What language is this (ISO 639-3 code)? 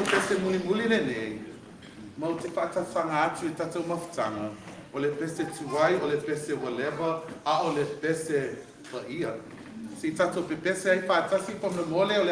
smo